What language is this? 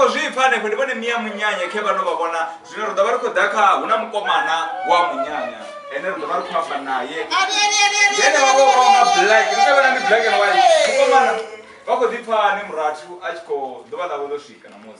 Venda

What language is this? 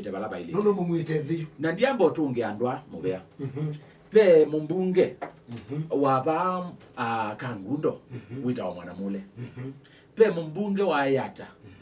Kamba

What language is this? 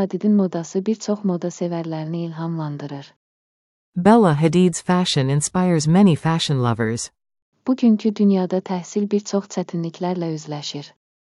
Azerbaijani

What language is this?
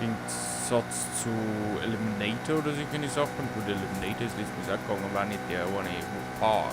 Bavarian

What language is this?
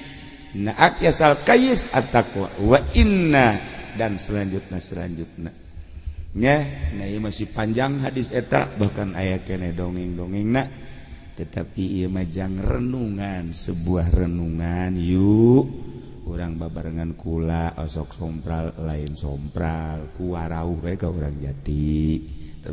Sundanese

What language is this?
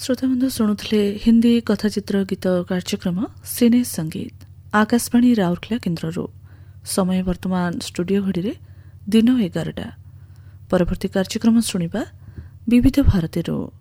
Odia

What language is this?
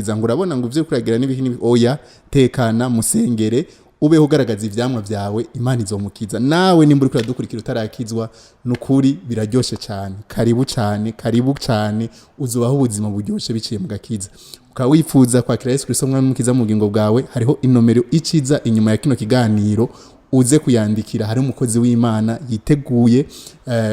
Rundi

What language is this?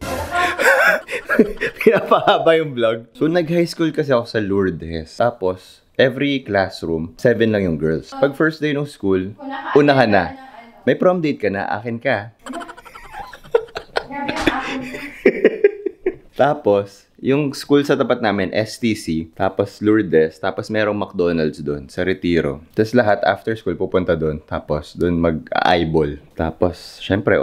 Filipino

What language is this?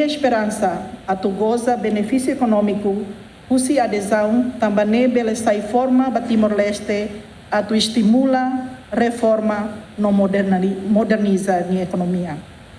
Tetum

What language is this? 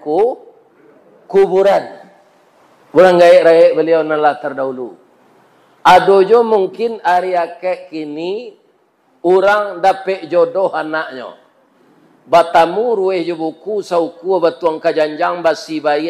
Minangkabau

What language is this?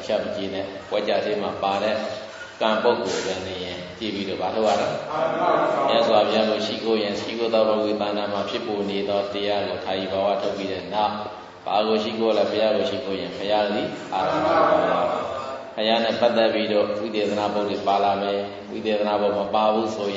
Burmese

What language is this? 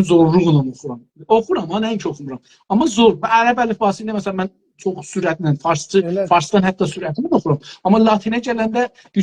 South Azerbaijani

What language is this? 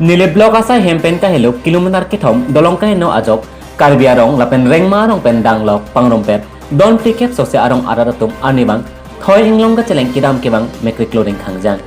Karbi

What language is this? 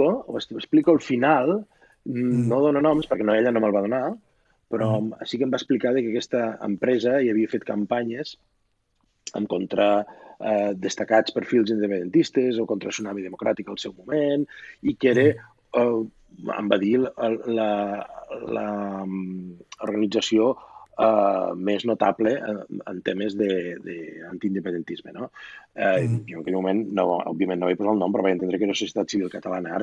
Catalan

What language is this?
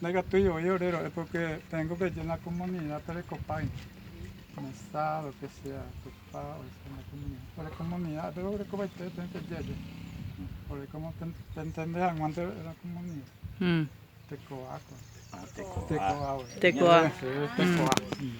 Guarani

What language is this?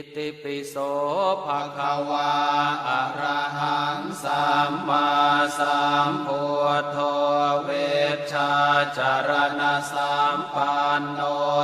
Pali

